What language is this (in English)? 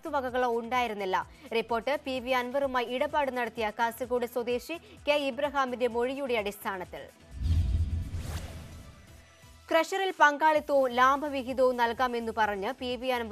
Malayalam